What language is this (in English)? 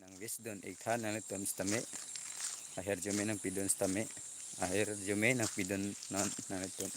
Karbi